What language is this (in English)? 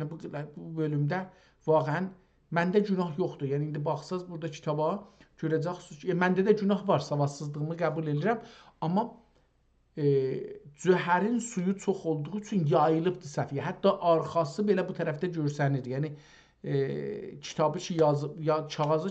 South Azerbaijani